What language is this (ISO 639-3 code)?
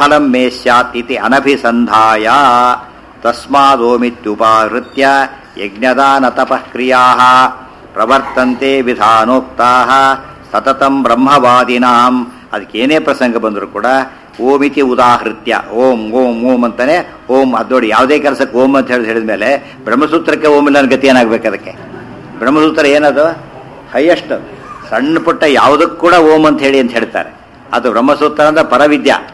kan